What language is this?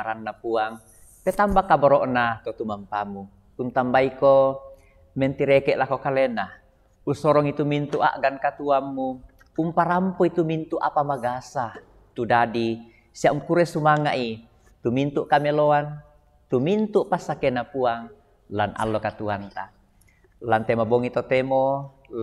Toraja-Sa'dan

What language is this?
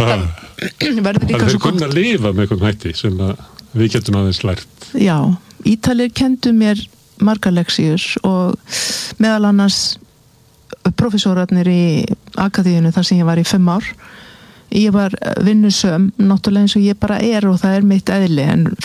Icelandic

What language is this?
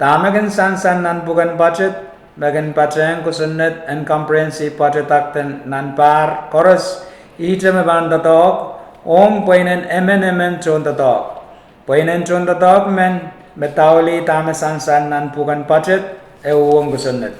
Pohnpeian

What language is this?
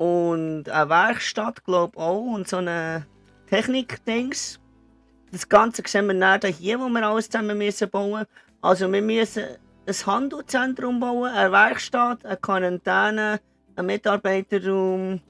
Swiss German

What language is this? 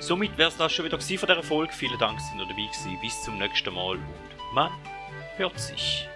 Swiss German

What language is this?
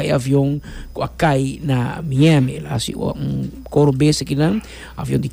Papiamento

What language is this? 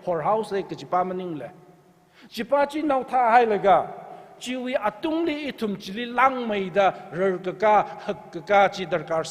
Tangkhul Naga (India)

